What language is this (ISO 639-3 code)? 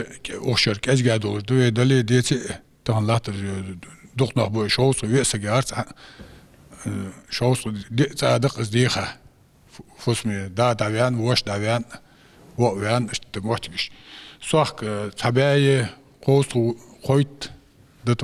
inh